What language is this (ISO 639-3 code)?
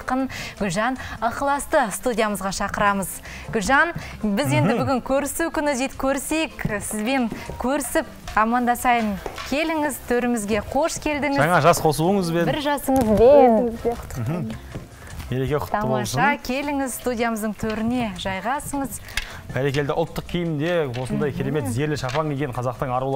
kaz